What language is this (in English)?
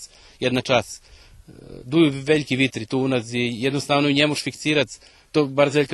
Rusyn